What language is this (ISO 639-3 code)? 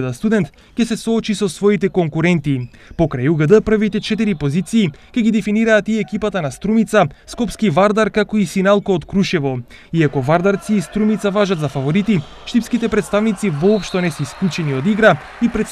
mkd